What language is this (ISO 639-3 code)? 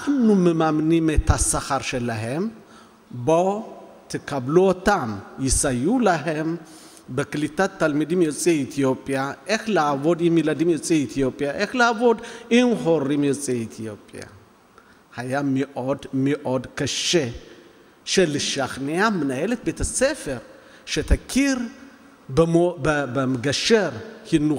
heb